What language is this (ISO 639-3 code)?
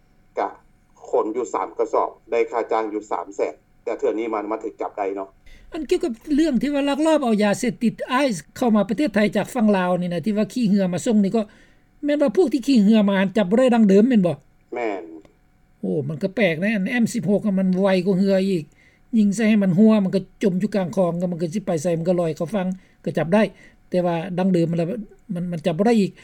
lao